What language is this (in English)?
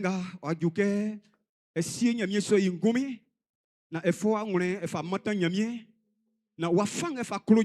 Baoulé